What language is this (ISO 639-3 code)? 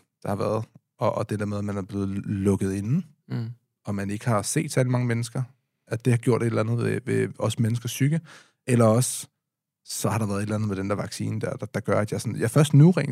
dan